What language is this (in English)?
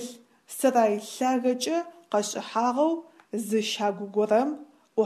Adyghe